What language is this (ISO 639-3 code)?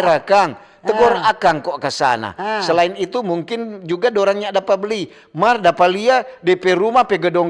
xmm